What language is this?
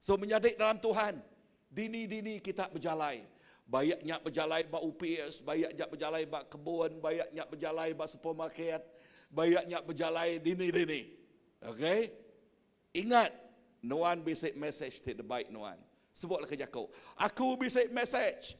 Iban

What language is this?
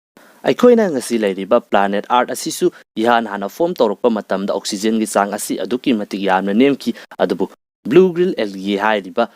Manipuri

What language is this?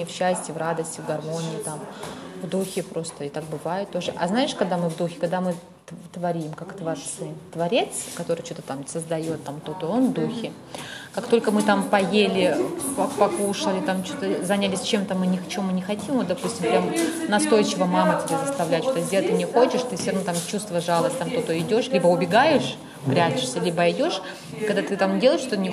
Russian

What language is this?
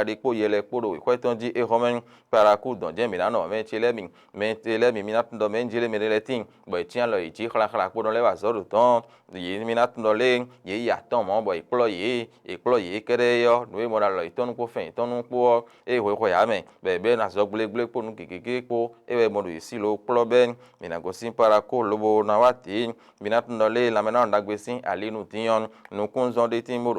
Fon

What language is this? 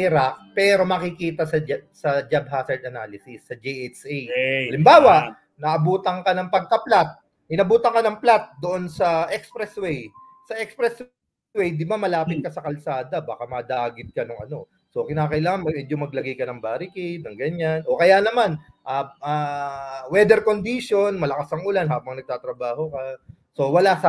Filipino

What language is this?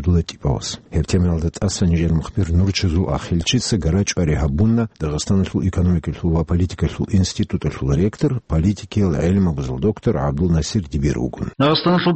Avaric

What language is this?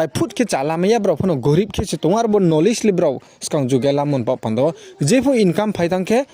Riang (India)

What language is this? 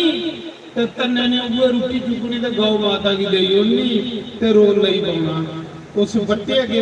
Dogri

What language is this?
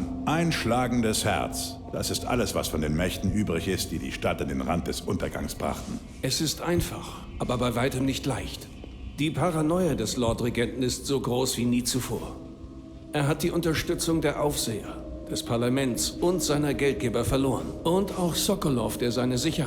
Bavarian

